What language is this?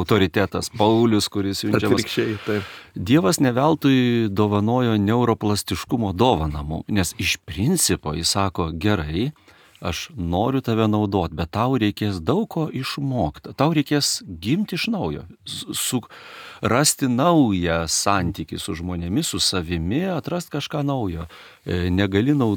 Lithuanian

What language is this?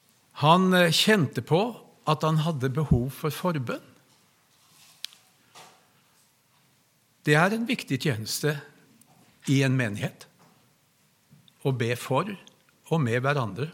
Norwegian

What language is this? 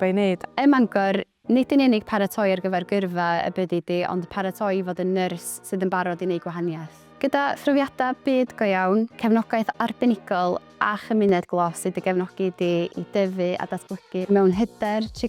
Welsh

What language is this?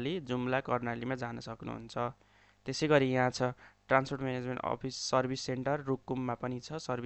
Nepali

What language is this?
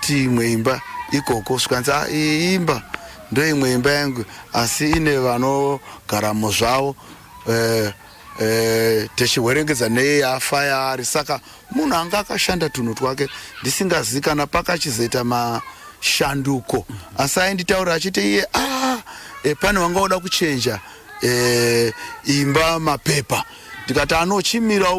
Shona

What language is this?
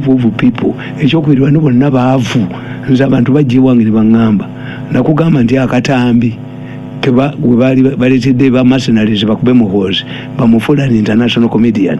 Ganda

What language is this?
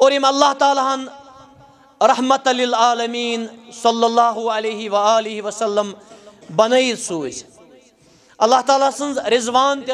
Kashmiri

